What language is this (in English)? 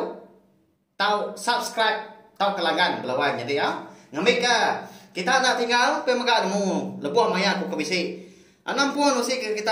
Iban